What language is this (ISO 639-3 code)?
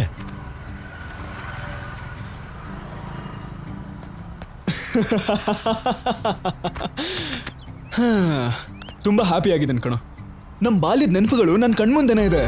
kan